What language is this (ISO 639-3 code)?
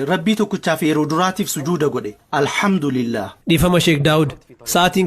orm